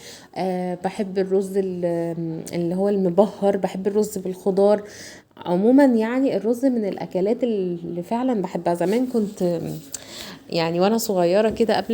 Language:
Egyptian Arabic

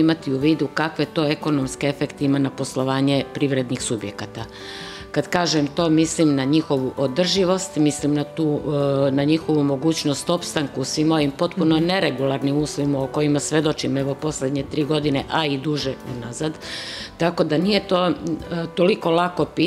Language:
Serbian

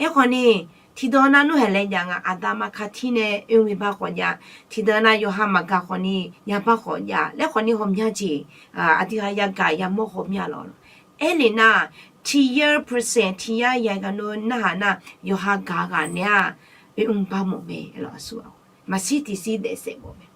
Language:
Akha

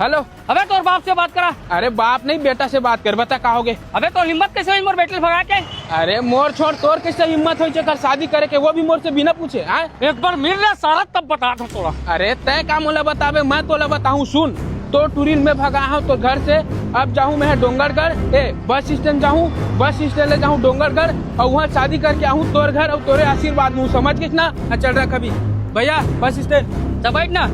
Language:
Chhattisgarhi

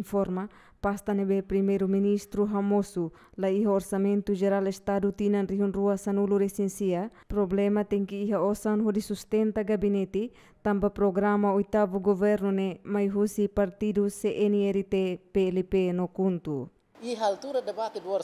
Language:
Tetum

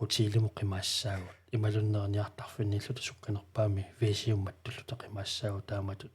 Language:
Kalaallisut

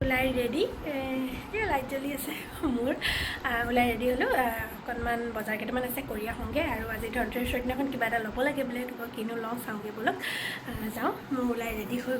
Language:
Assamese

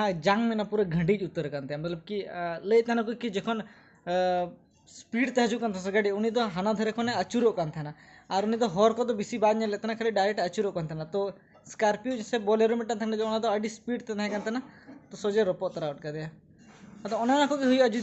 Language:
Santali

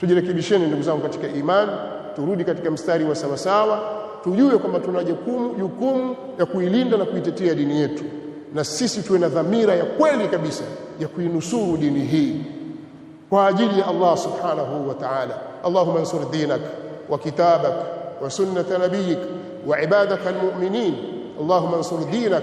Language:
Swahili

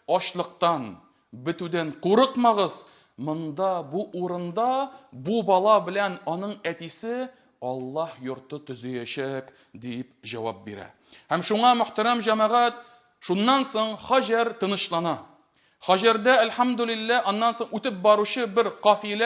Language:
Tatar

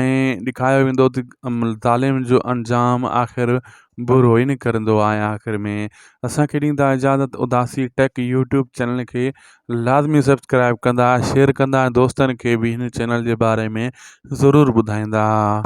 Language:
Sindhi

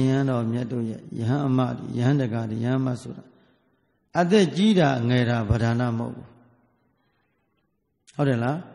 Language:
Burmese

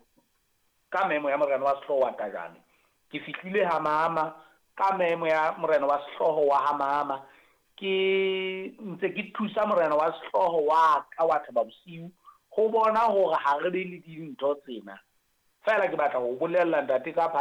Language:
Southern Sotho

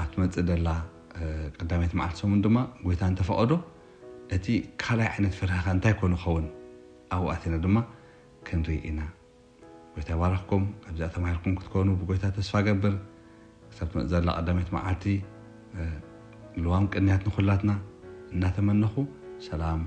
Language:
Tigrinya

